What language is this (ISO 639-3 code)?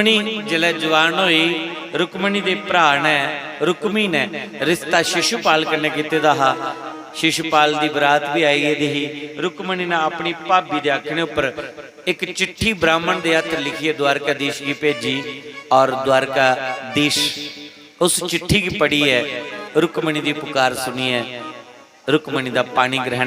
doi